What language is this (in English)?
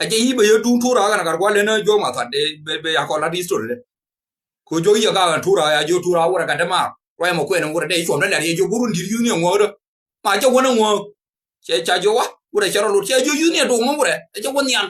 Nuer